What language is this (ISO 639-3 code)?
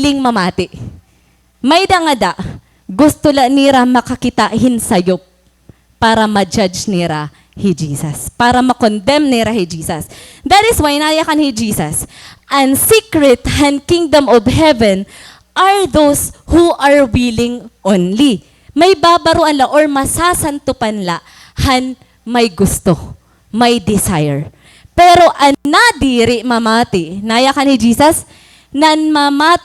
war